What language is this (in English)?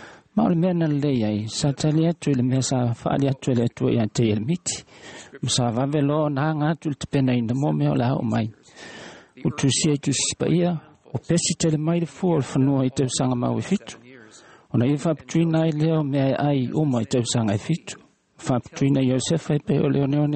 Samoan